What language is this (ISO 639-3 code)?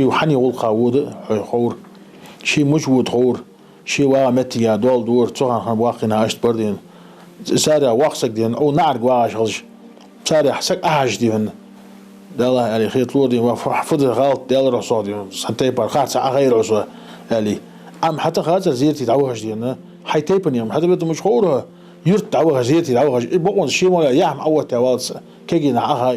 inh